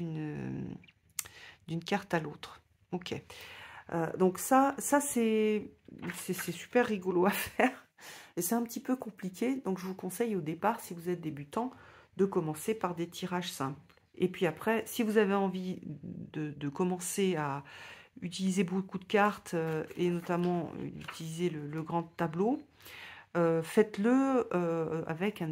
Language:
French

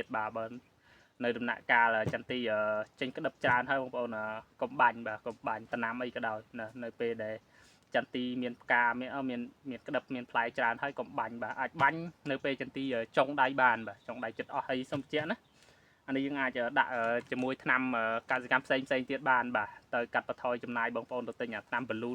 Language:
Khmer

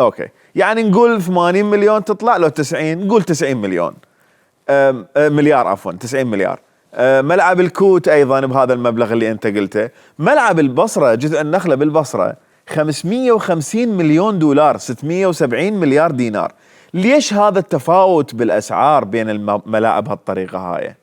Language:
Mesopotamian Arabic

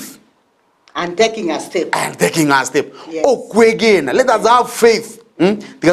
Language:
Gusii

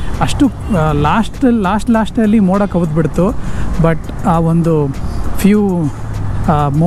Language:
Kannada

